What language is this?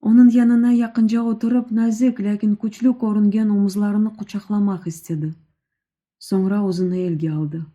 Crimean Tatar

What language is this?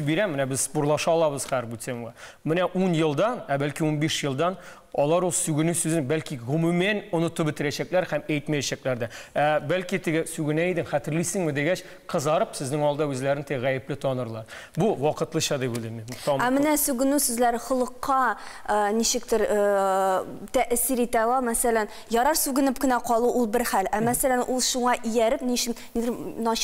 Tatar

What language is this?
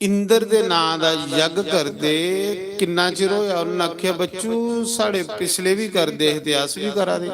Dogri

